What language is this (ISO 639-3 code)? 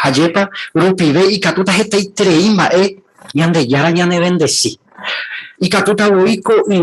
grn